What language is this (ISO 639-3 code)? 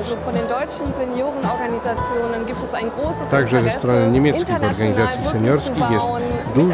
pol